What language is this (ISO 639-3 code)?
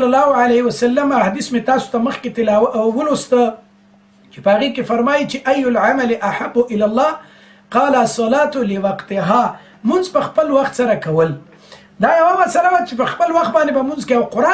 pus